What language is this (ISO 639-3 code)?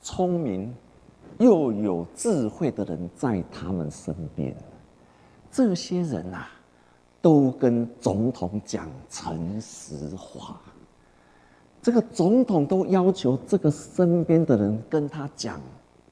nan